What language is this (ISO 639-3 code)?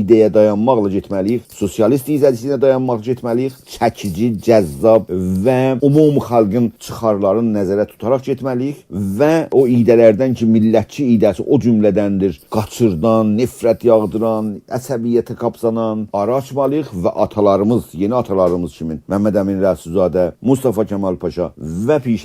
azb